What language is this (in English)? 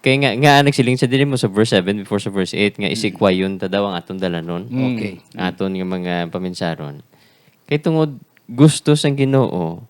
Hiligaynon